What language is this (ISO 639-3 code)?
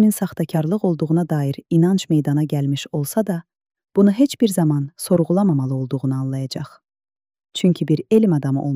aze